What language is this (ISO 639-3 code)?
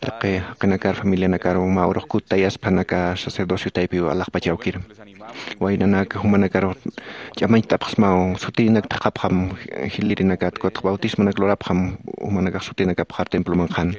aym